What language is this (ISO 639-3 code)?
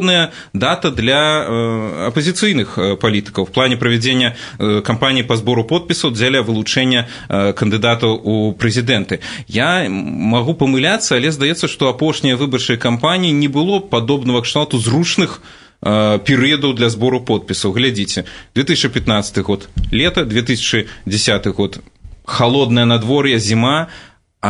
bel